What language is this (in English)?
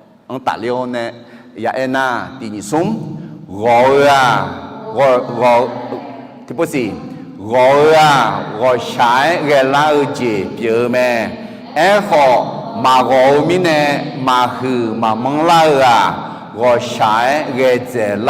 Akha